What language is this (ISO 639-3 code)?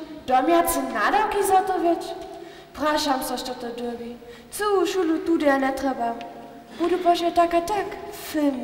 hsb